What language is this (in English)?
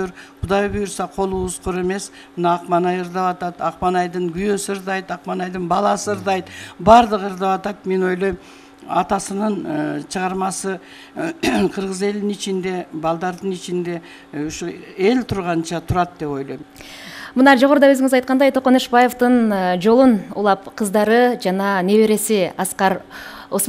Kyrgyz